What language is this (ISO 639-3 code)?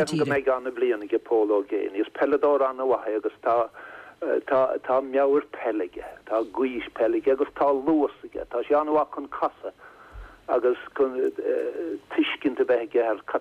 gle